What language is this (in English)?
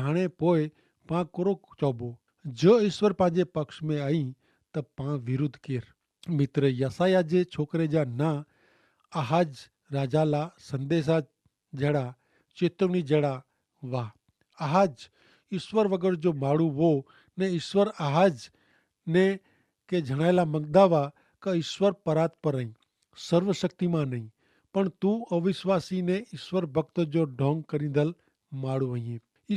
Kachhi